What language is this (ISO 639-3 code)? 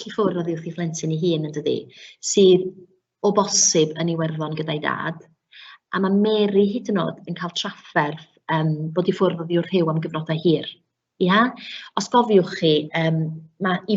cym